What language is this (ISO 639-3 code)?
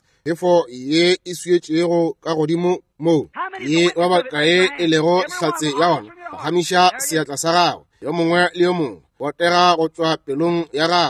nso